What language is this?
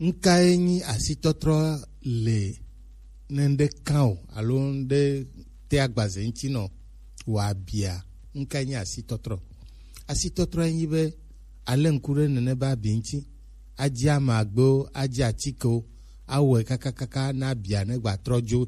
Gen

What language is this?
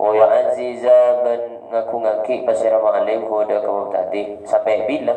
Madurese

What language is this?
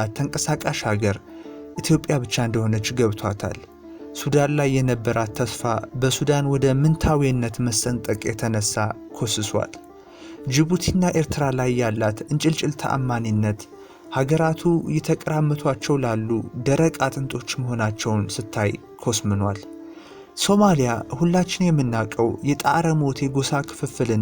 Amharic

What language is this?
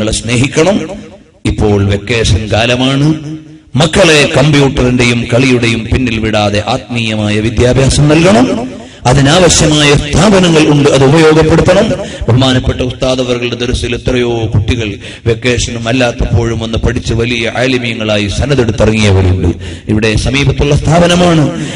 Malayalam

